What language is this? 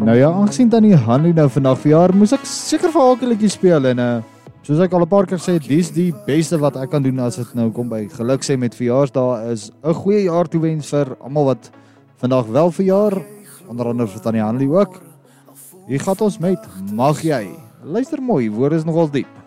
Afrikaans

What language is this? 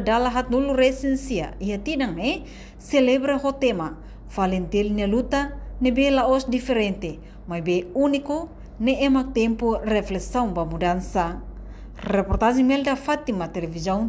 Tetum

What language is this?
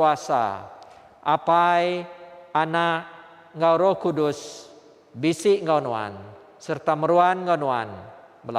Iban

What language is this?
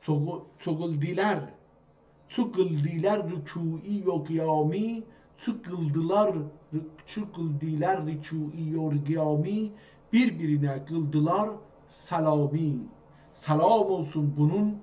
South Azerbaijani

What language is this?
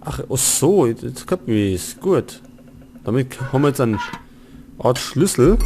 Bavarian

